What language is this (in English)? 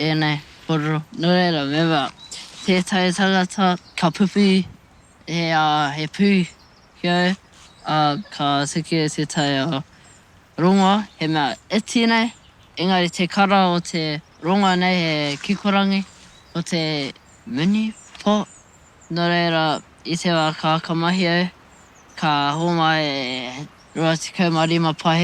Māori